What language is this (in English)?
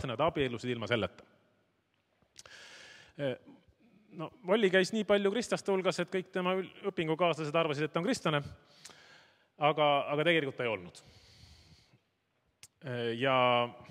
Estonian